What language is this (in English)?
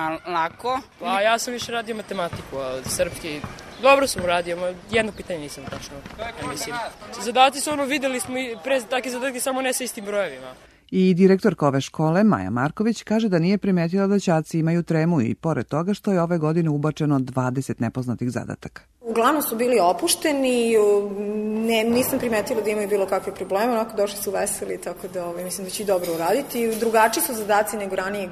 Serbian